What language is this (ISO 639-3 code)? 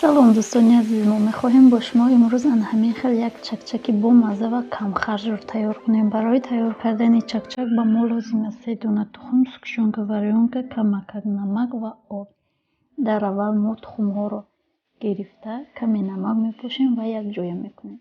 tgk